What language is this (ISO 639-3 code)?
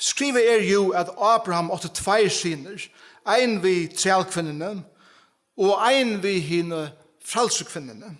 fao